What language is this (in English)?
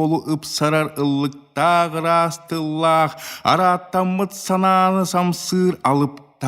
Yakut